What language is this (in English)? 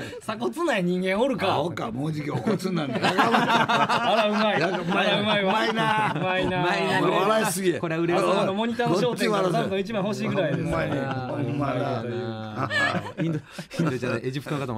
Japanese